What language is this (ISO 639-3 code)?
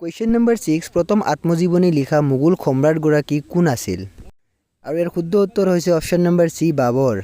asm